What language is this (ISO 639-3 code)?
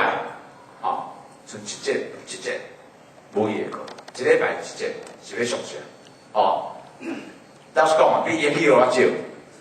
nan